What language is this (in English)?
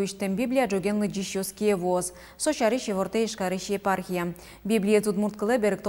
Udmurt